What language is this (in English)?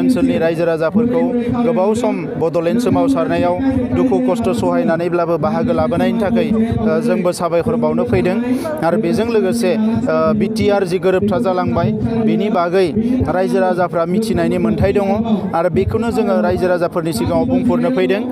Bodo